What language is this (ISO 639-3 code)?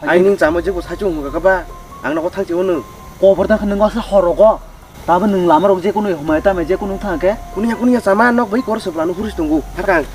trp